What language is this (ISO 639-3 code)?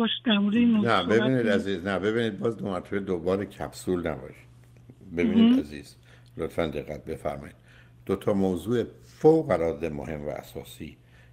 fas